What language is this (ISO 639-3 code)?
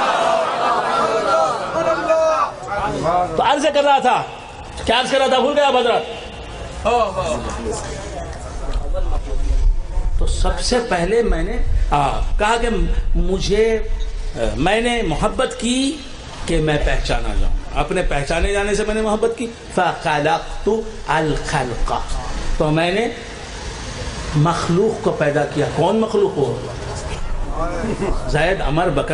urd